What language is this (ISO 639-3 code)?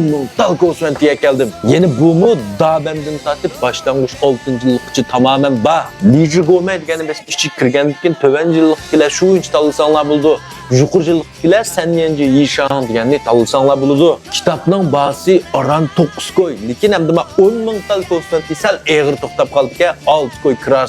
uig